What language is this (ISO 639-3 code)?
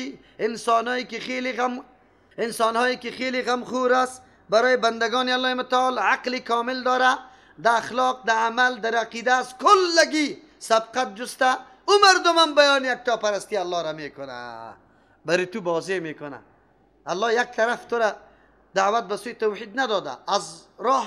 fas